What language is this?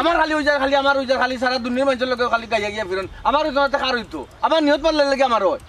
Sylheti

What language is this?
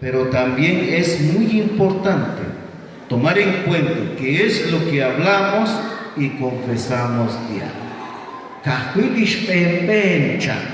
Kekchí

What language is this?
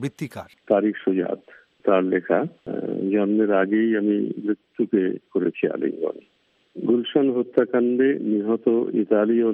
Bangla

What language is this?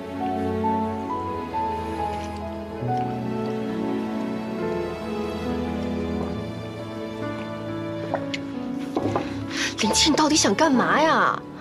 Chinese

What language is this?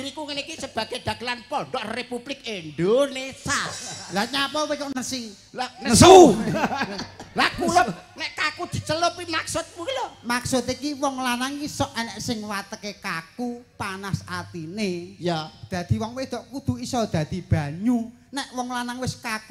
Javanese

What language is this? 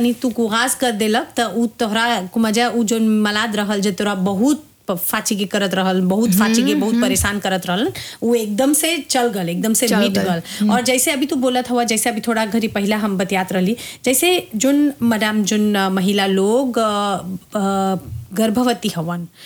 Bhojpuri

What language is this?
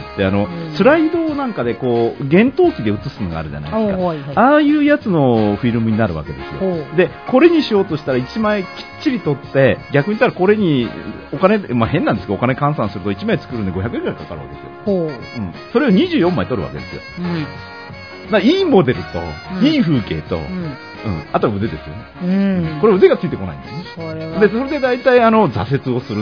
Japanese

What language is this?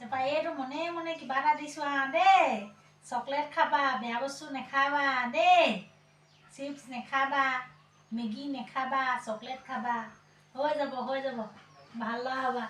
Assamese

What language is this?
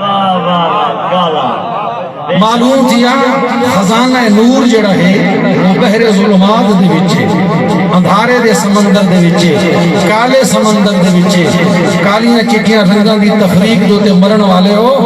Saraiki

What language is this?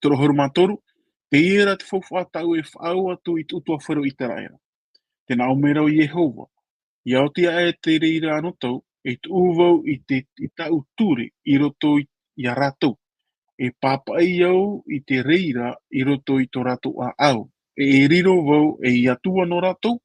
Tahitian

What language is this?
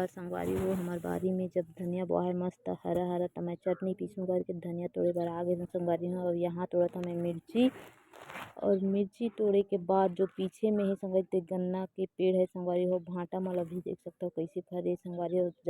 Chhattisgarhi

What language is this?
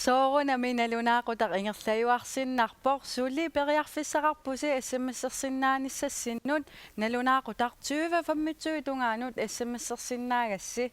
Kalaallisut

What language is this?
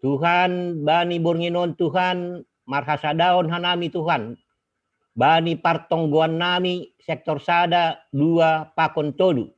Batak Simalungun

